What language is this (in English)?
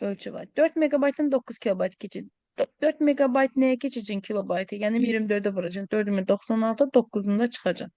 Azerbaijani